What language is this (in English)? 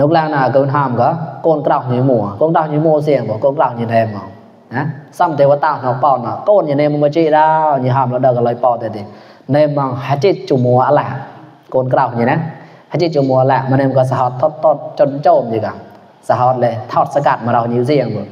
Mon